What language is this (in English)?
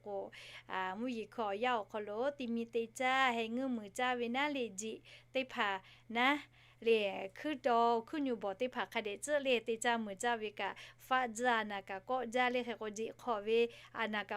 Lahu